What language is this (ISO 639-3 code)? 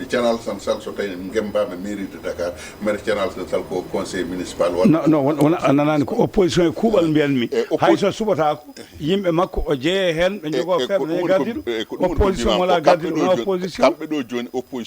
ful